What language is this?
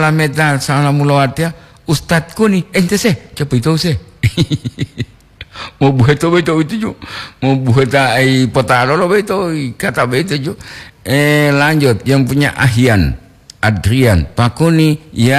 Gorontalo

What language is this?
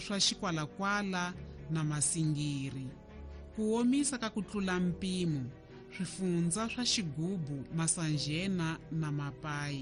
Tsonga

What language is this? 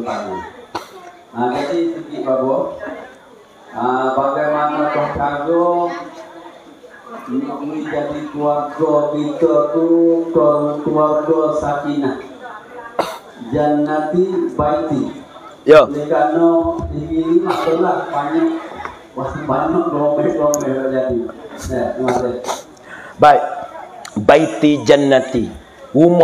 Malay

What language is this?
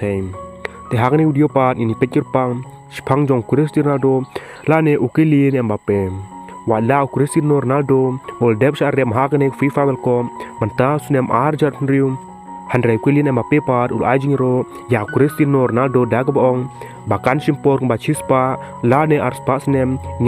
Khasi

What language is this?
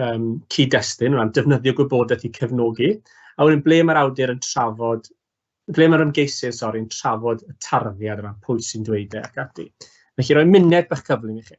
Welsh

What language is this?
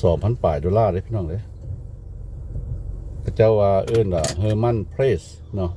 Lao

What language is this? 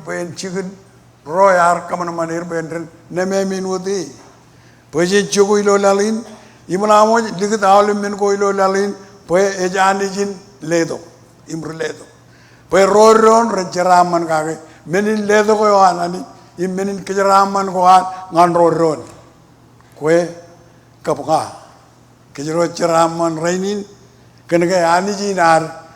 Marshallese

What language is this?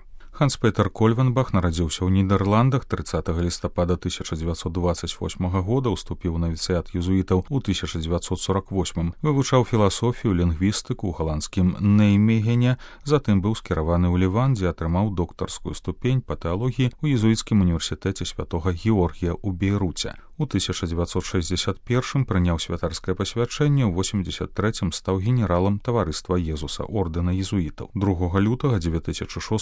Belarusian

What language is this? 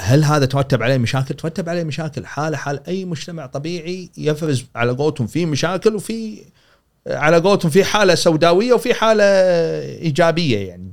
Gulf Arabic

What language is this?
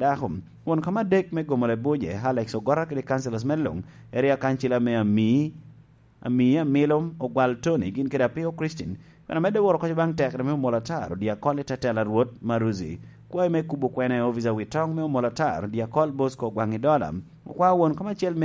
Lango (Uganda)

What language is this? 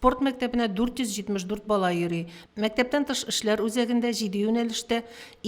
Tatar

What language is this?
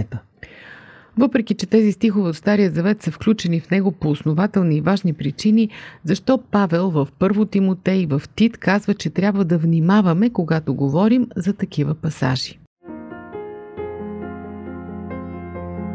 Bulgarian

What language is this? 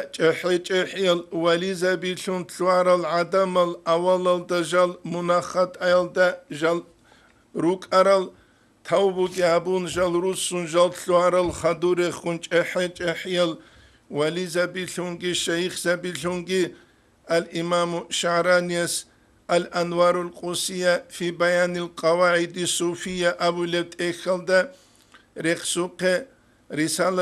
Avaric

